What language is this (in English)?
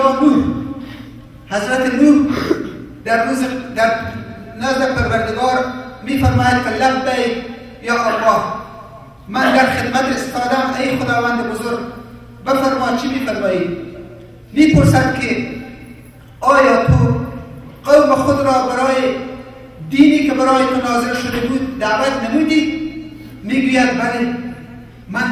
Persian